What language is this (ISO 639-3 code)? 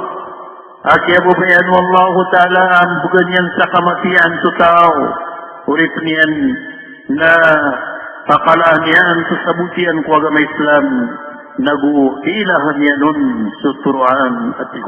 mrw